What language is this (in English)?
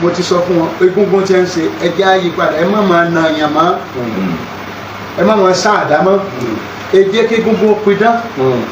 Yoruba